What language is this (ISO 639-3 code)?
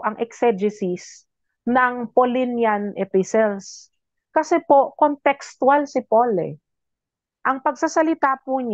fil